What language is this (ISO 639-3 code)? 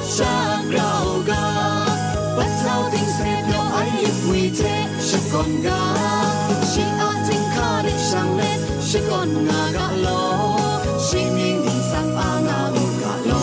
kac